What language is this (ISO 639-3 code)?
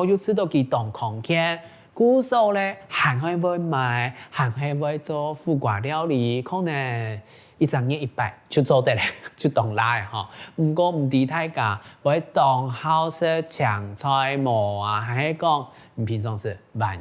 hak